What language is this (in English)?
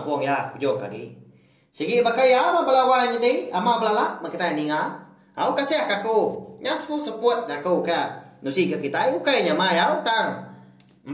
Iban